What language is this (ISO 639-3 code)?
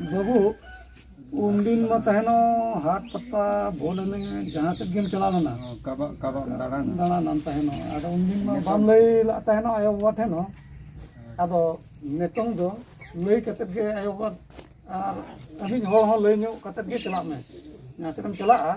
sat